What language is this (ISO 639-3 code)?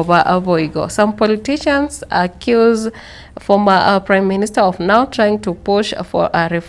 guz